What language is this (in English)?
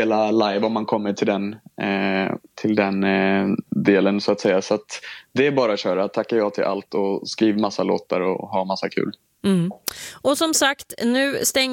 Swedish